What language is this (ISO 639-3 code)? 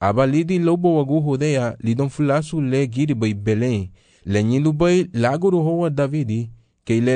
cab